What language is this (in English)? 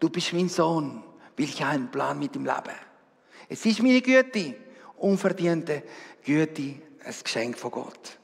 Swiss German